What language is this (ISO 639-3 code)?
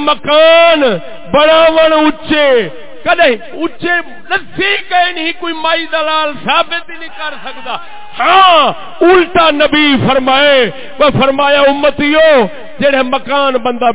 skr